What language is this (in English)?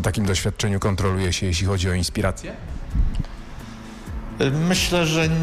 Polish